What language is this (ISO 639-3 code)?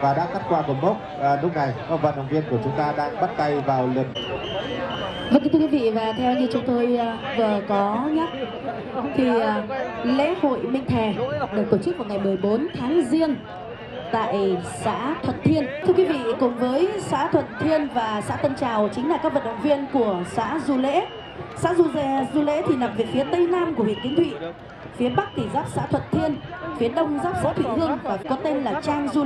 vie